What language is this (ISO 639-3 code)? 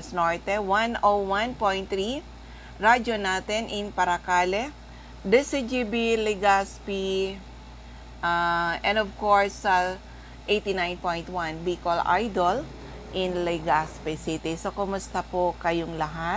bik